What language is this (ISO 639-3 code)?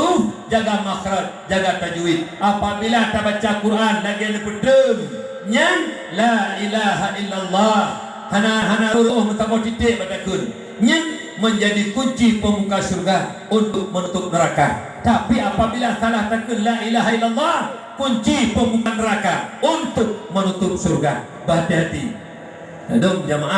ace